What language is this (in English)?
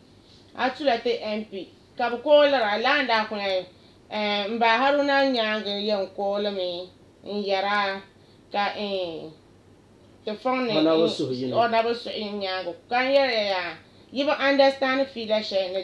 Dagbani